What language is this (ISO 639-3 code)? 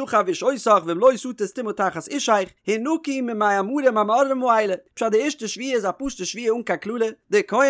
yid